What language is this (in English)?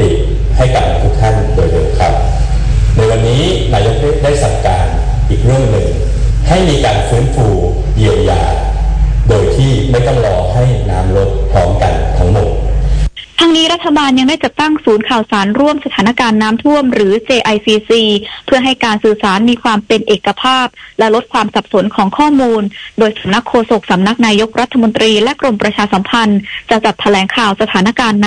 Thai